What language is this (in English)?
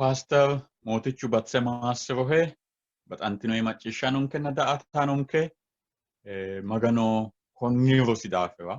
Sidamo